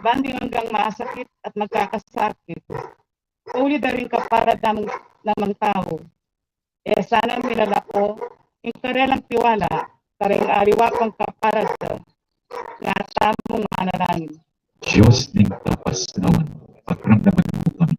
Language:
Pampanga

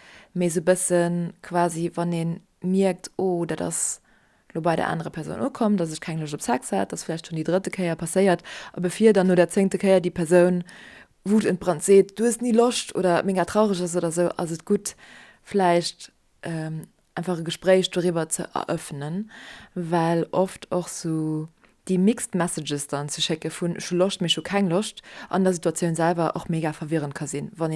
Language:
Luxembourgish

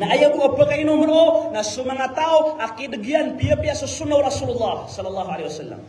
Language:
Maranao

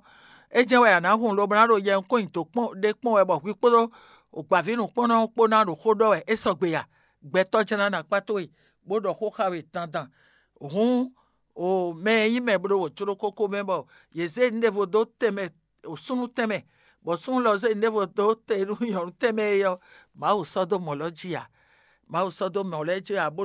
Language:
Fon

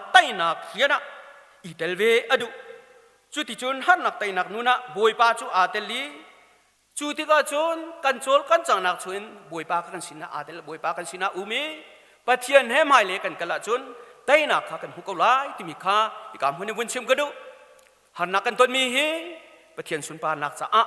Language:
Hakha Chin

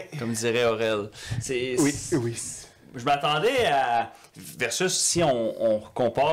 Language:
French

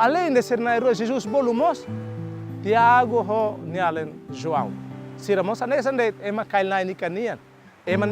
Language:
Tetum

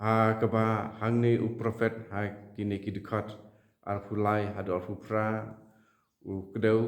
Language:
Khasi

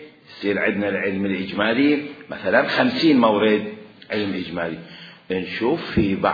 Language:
Mesopotamian Arabic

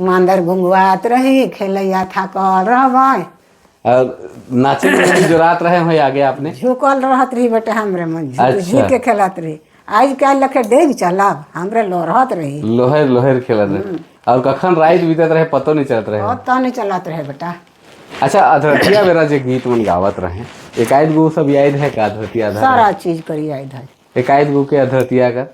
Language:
Sadri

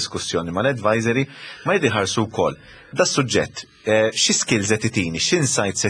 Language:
Maltese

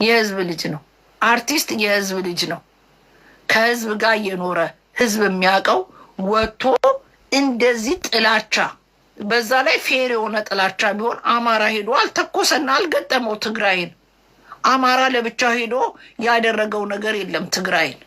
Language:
Amharic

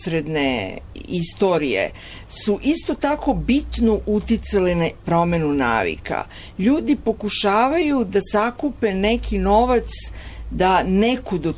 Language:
Serbian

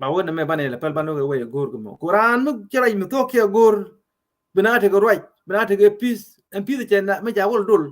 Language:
Nuer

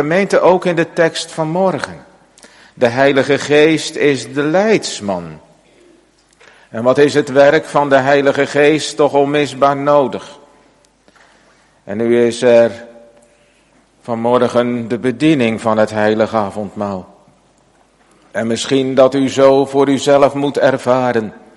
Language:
Dutch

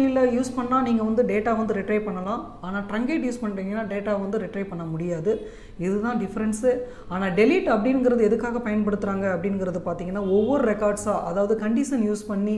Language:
Tamil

